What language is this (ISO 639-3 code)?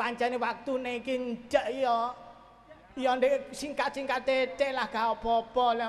jav